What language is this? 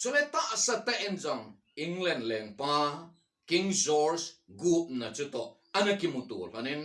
Thado Chin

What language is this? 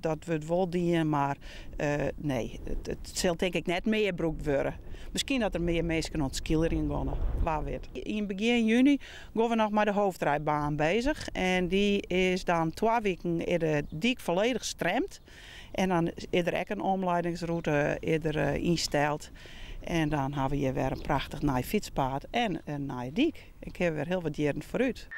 Western Frisian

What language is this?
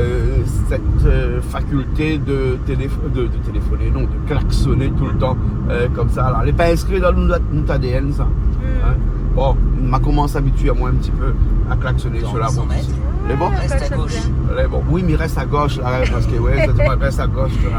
Réunion Creole French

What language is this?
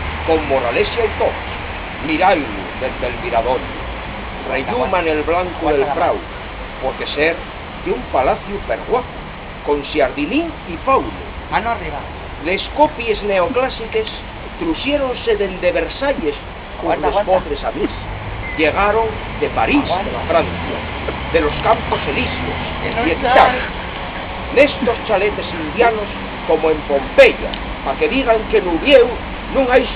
Asturian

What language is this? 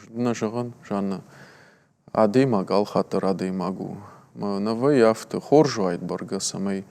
Ossetic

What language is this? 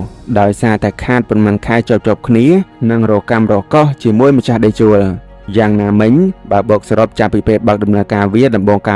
Khmer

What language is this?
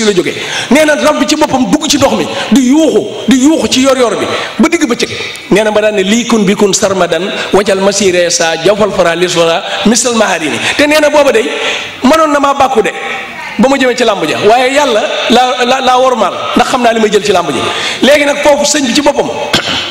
Wolof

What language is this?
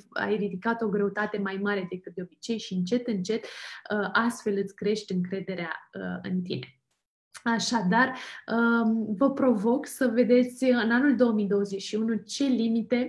Romanian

